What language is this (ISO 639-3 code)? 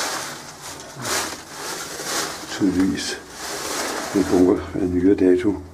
dan